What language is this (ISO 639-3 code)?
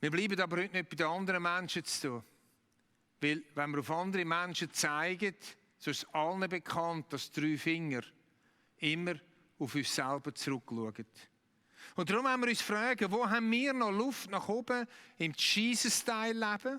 gsw